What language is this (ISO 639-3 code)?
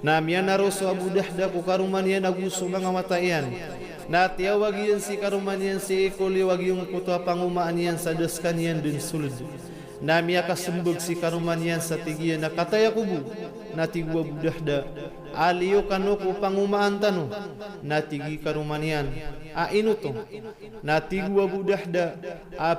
mrw